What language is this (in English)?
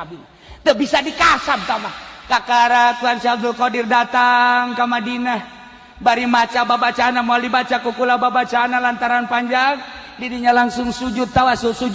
Sundanese